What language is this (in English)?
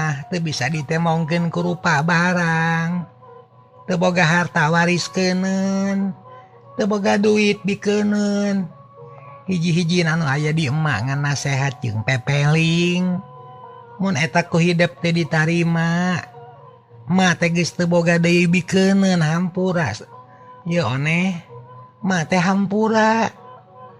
Sundanese